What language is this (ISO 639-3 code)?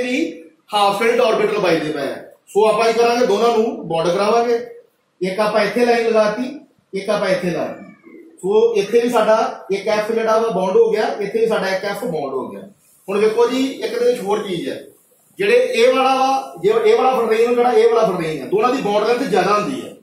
pan